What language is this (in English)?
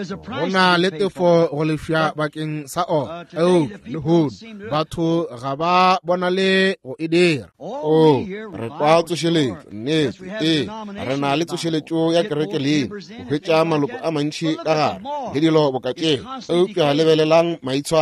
Northern Sotho